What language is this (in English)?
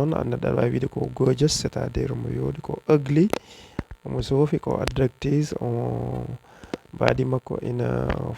Fula